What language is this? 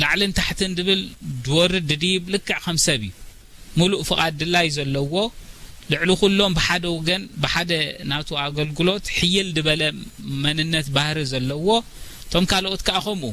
Tigrinya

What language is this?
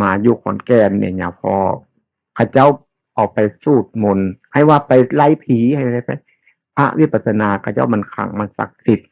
Northeastern Thai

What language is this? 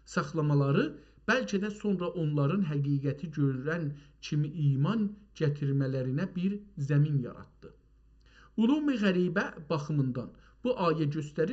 South Azerbaijani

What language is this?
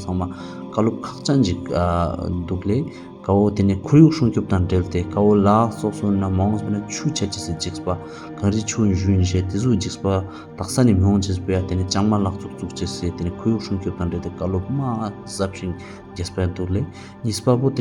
Tibetan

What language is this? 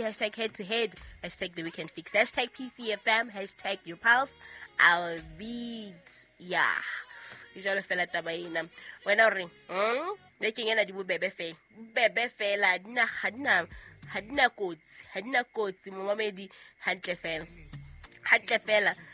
Southern Sotho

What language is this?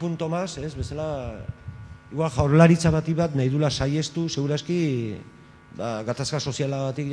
Basque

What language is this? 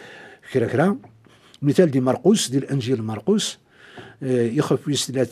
Kabyle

